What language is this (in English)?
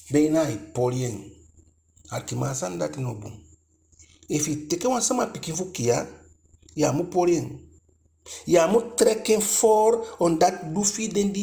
Eastern Maroon Creole